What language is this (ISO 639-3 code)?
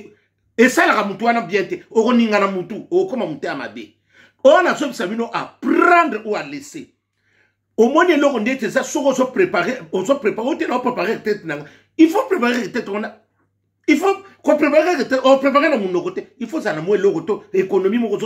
lin